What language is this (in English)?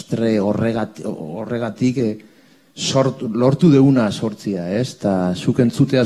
Basque